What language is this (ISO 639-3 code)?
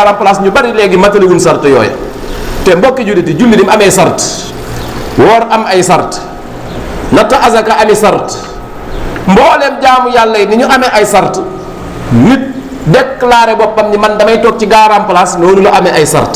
wol